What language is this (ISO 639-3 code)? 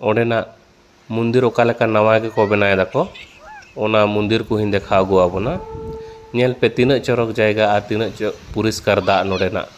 sat